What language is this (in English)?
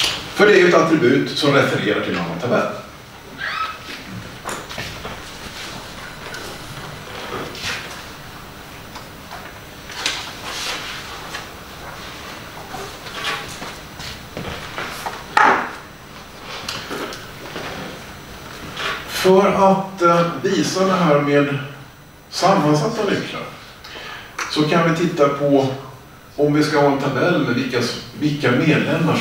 Swedish